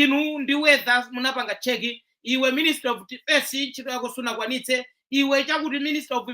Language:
Nyanja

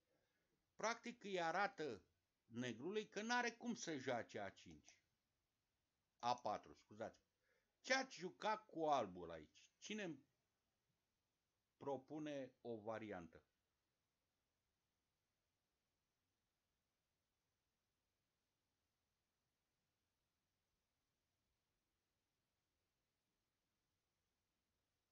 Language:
Romanian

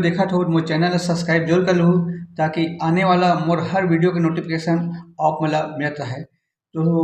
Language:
Chhattisgarhi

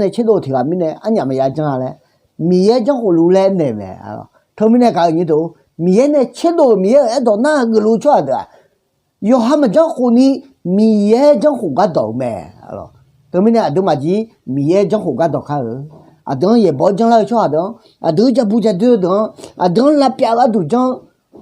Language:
Akha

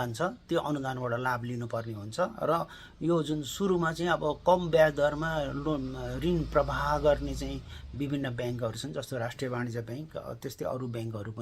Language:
Nepali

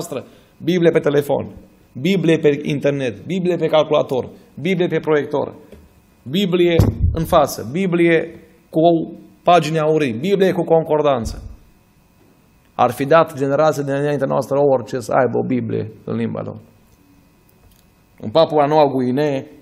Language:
Romanian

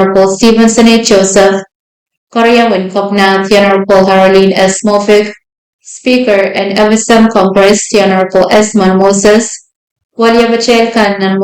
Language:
Pohnpeian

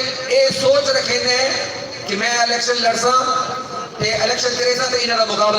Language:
Saraiki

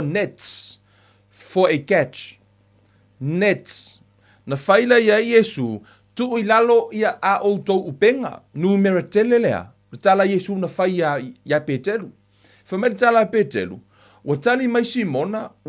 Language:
Samoan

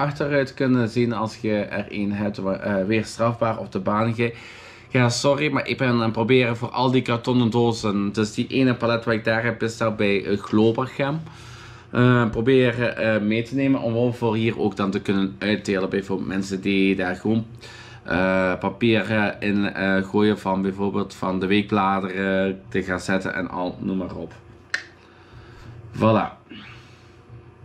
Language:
Dutch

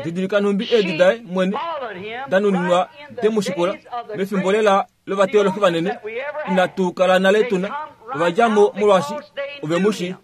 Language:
Kuanyama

